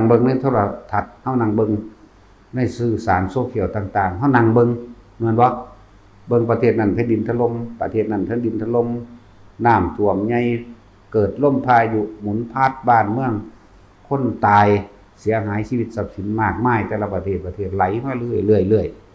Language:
Northeastern Thai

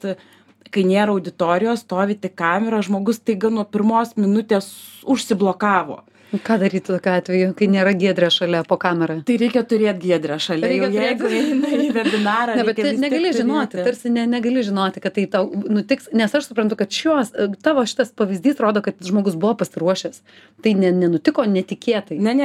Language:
Lithuanian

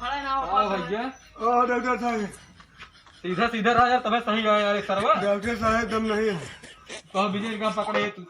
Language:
Awadhi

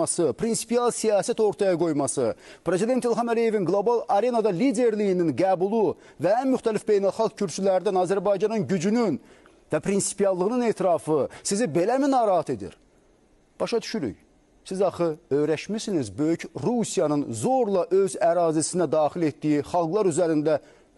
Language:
Azerbaijani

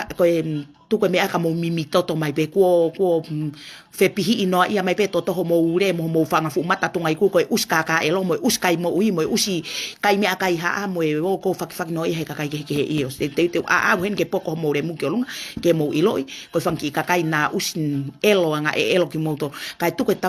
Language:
Tongan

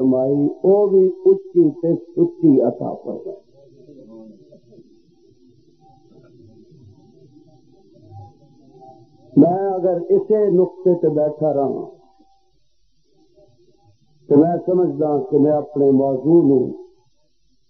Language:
Western Panjabi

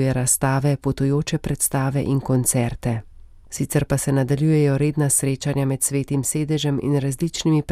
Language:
Slovenian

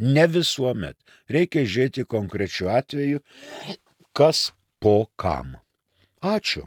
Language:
Lithuanian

